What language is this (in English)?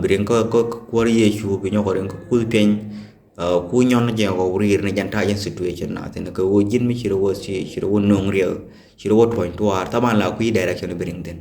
Nuer